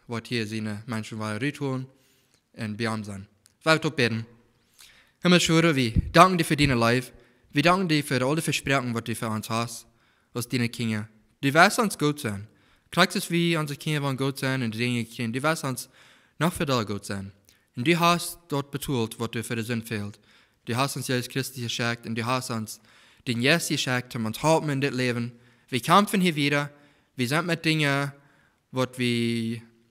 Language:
Plautdietsch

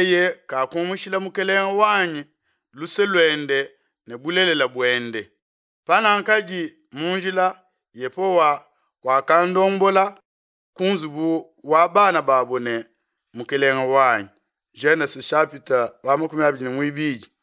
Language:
Luba-Lulua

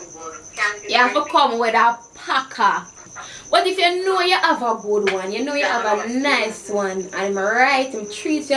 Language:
Jamaican Creole English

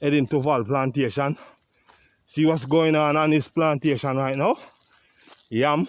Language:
Jamaican Creole English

